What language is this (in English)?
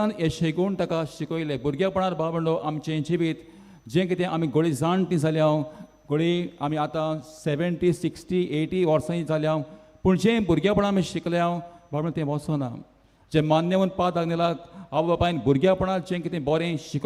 Konkani